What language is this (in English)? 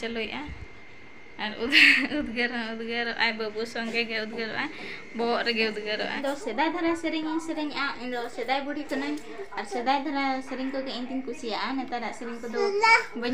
Santali